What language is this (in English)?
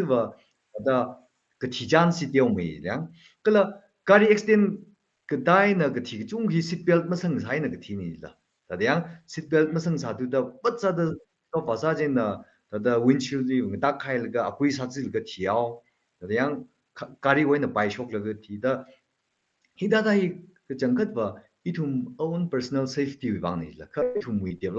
Tangkhul Naga (India)